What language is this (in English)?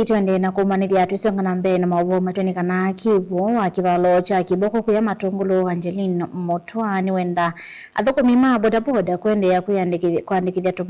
Kamba